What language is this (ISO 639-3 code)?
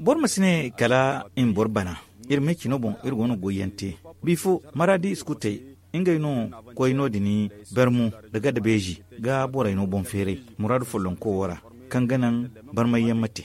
dje